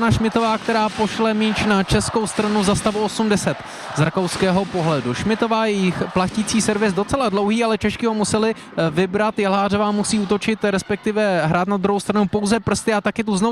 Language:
Czech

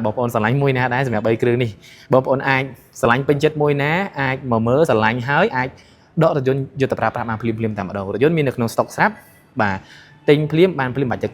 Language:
Khmer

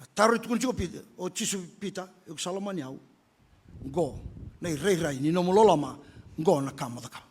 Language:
Fijian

